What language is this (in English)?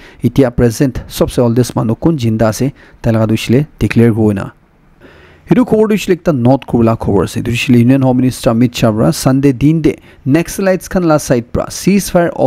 Naga Pidgin